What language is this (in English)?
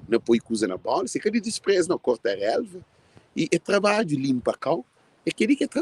Kabuverdianu